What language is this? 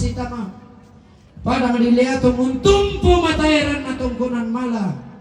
Toraja-Sa'dan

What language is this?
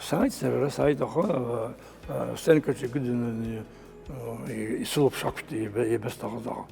Abkhazian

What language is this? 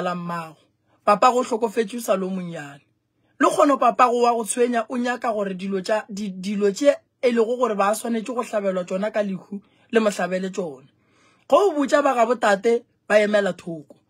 Northern Sotho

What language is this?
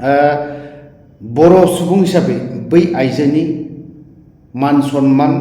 Bodo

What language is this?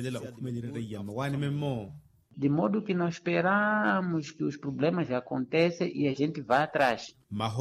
Makhuwa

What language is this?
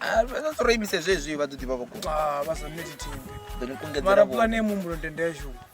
Venda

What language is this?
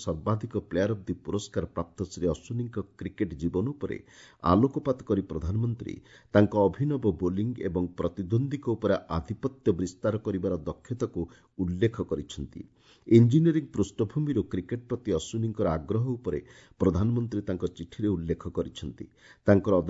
Odia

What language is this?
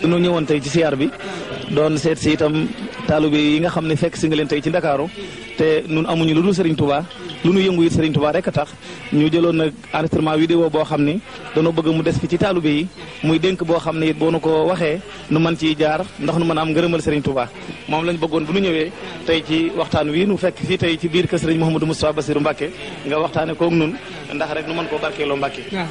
Wolof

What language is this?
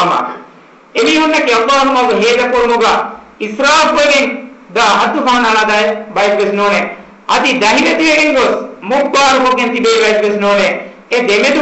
Divehi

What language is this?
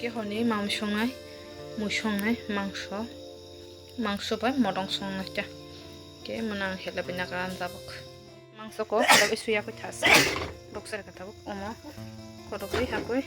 Kok Borok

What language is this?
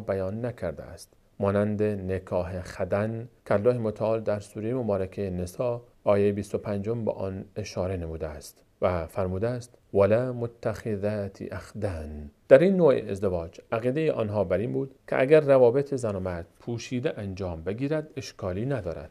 Persian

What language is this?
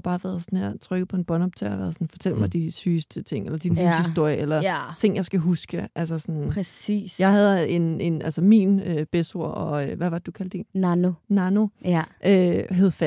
Danish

